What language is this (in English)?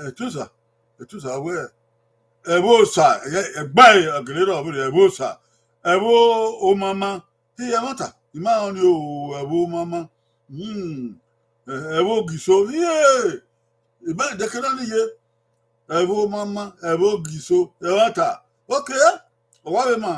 Bini